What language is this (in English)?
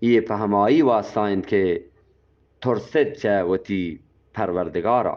Eastern Balochi